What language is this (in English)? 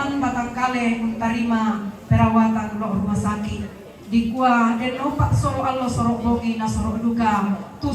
Toraja-Sa'dan